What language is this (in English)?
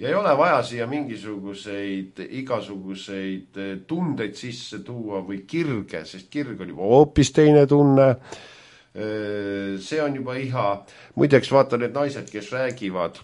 Estonian